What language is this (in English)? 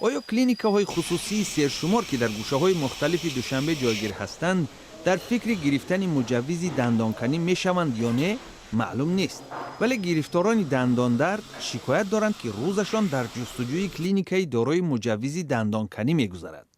Tajik